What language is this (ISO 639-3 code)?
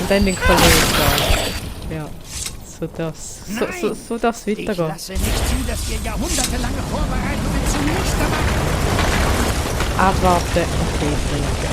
gsw